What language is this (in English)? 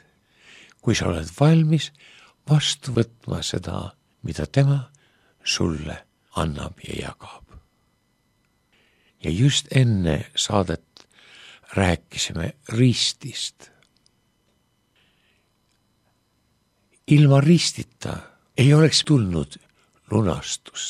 Estonian